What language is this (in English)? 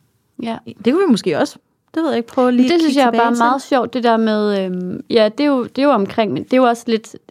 Danish